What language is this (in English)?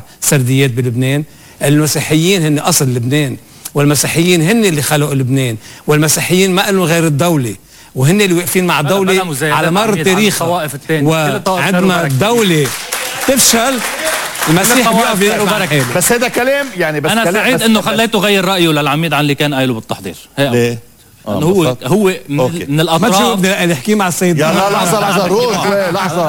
North Levantine Arabic